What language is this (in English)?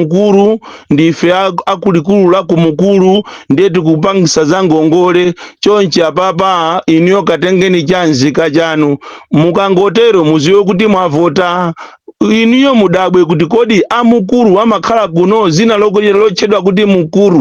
Nyanja